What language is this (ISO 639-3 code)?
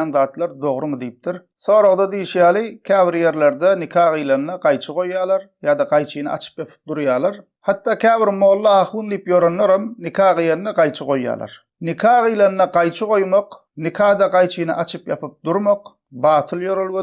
tuk